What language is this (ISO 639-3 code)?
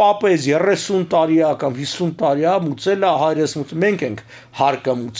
hye